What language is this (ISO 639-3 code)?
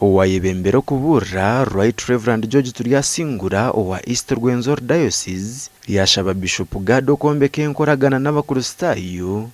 nyn